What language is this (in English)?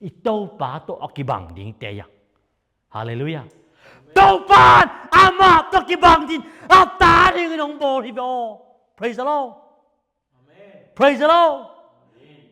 Tedim Chin